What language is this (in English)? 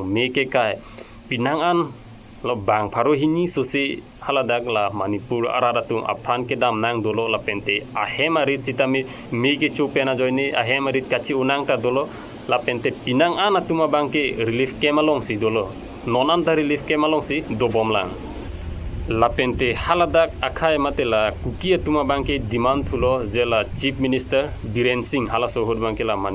Karbi